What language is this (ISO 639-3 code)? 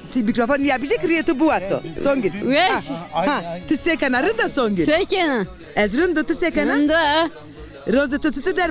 zza